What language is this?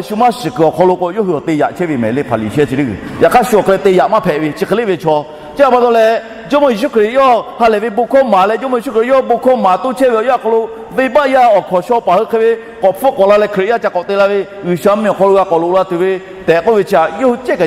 Lahu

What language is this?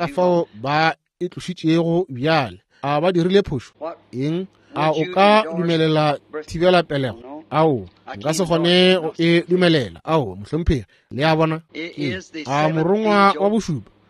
Northern Sotho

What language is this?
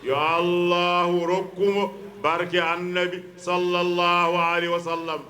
Fula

